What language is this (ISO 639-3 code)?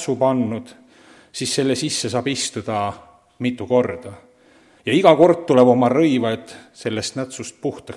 est